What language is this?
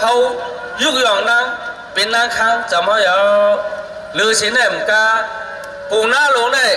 Shan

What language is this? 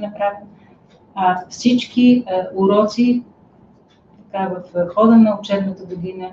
Bulgarian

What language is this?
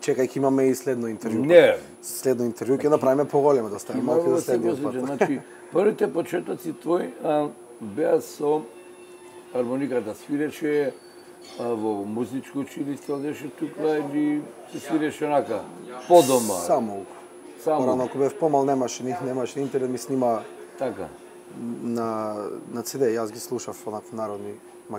Macedonian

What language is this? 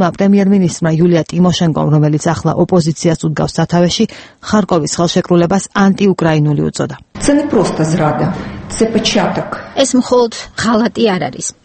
Georgian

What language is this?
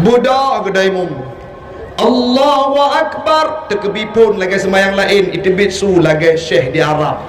Achinese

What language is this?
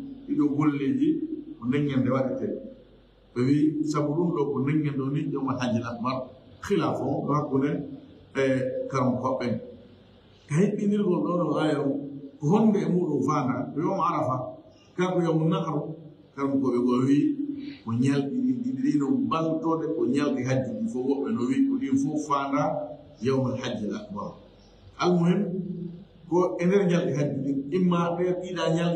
Fula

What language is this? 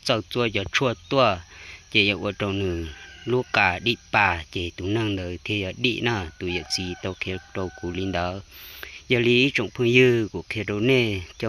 Hmong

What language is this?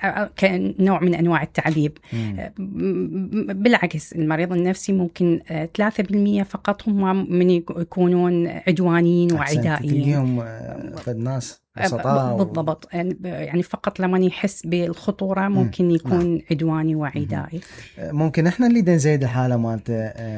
Mesopotamian Arabic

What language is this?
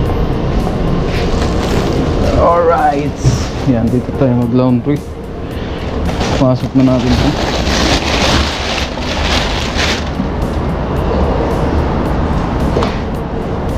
Filipino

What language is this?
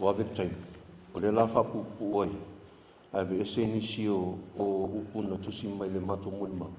Samoan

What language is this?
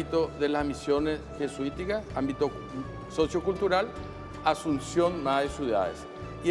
Guarani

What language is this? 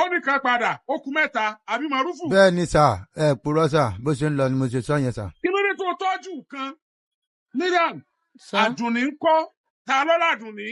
Yoruba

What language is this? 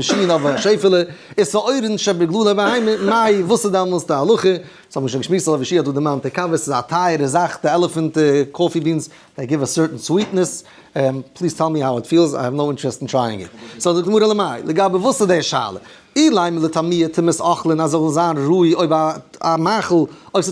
Yiddish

